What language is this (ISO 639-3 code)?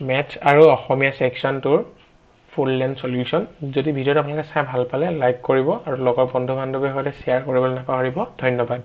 asm